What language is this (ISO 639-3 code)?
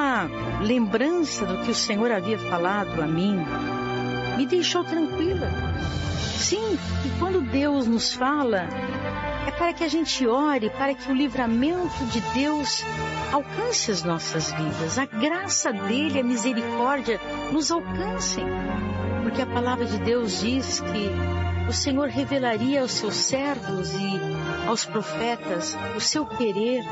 por